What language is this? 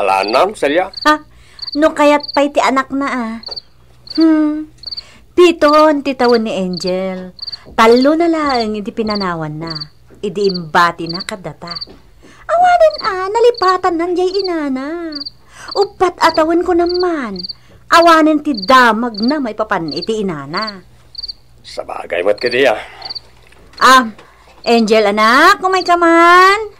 Iloko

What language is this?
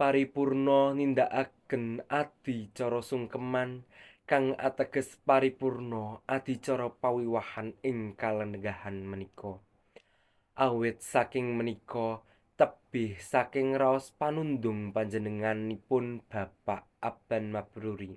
Javanese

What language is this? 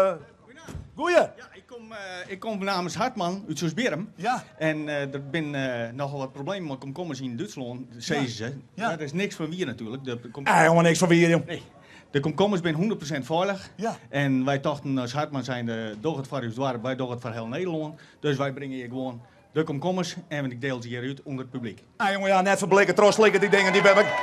Western Frisian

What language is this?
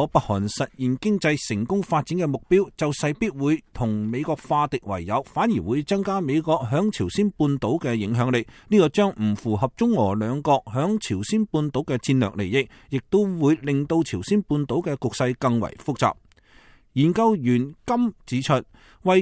Cantonese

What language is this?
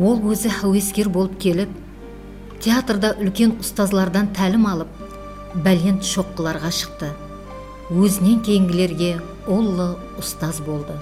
Kara-Kalpak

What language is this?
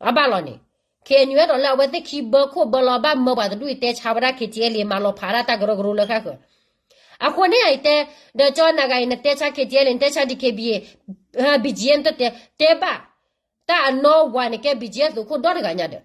S'gaw Karen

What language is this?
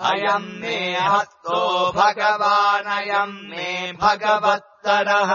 Sanskrit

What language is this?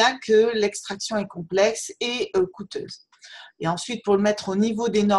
French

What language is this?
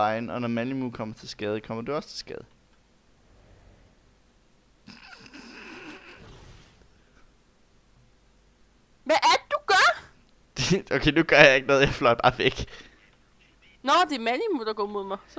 Danish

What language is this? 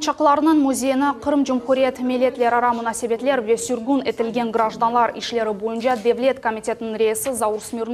Crimean Tatar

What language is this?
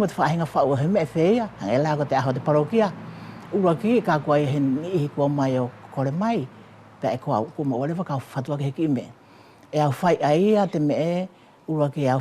Wallisian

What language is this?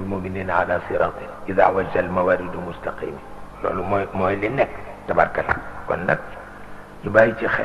Wolof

